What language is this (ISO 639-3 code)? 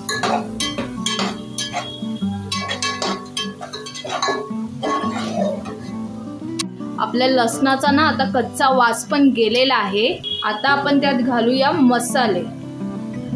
mar